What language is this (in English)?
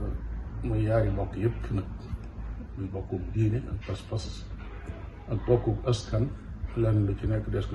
Wolof